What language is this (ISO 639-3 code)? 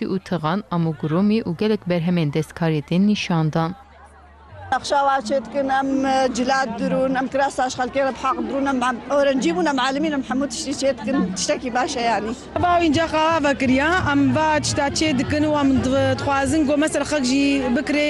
kur